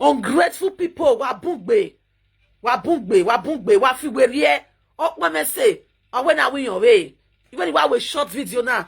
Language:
Nigerian Pidgin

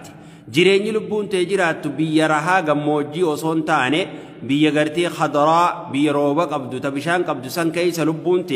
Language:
Oromo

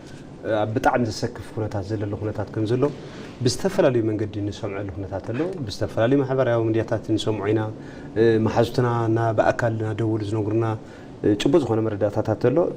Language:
Tigrinya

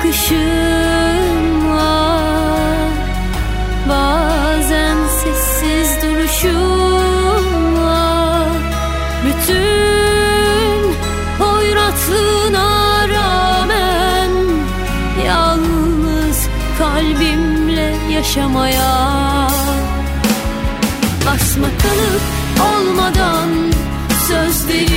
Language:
Turkish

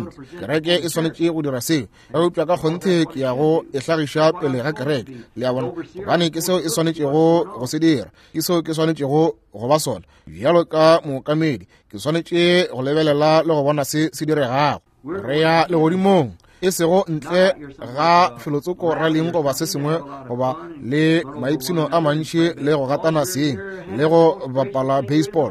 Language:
Northern Sotho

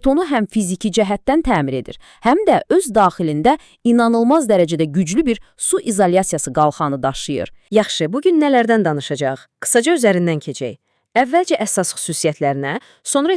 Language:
Azerbaijani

